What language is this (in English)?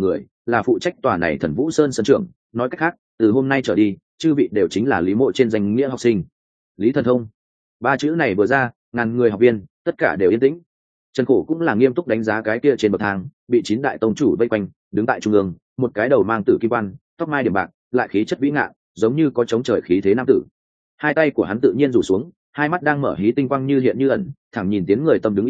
Vietnamese